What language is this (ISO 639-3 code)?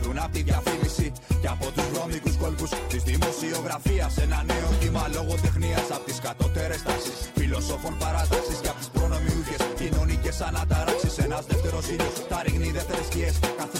ell